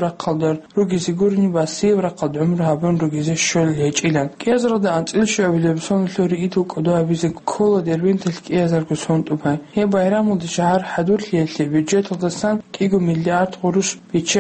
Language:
Avaric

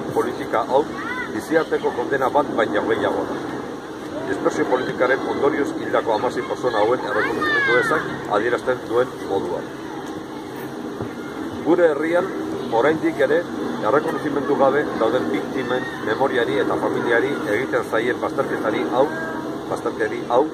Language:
Basque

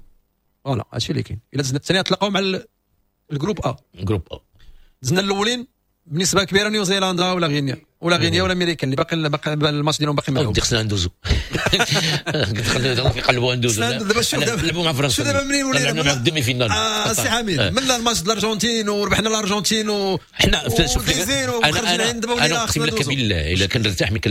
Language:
Moroccan Arabic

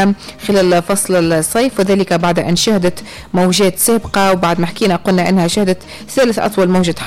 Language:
Tunisian Arabic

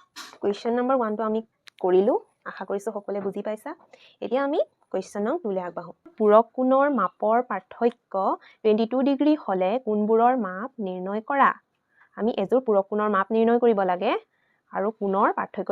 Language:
Assamese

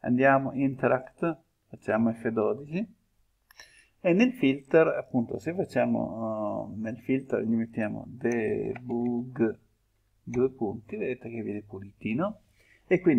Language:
Italian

